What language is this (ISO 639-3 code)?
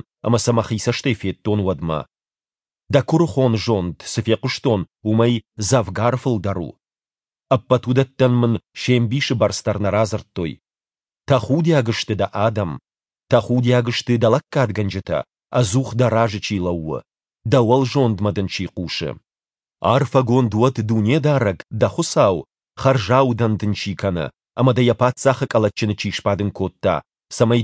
oss